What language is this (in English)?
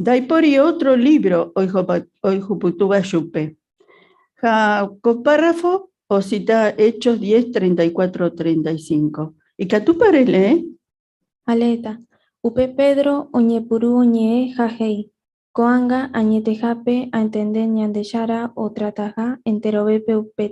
Guarani